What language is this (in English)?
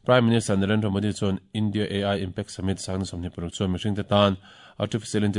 Mizo